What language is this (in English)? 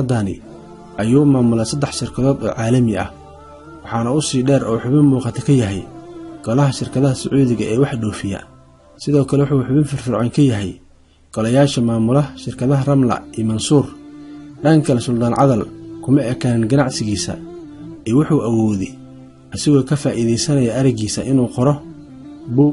Somali